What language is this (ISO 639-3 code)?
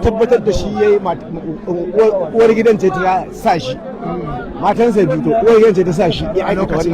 hau